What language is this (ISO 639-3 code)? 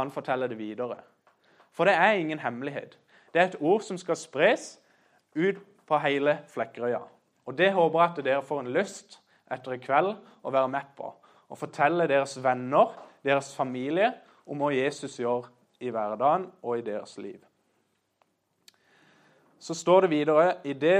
nor